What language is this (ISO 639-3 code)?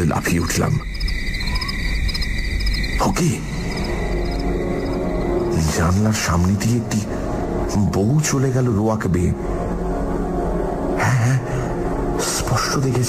ben